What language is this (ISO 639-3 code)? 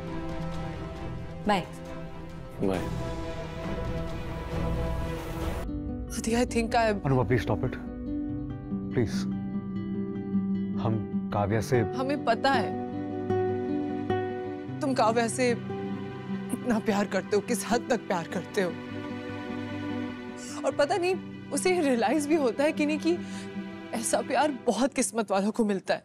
hin